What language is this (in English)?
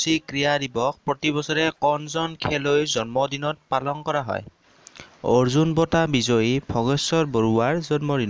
Assamese